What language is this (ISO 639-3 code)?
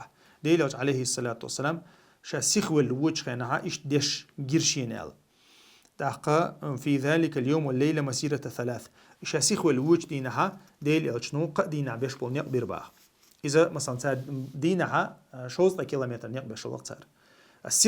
che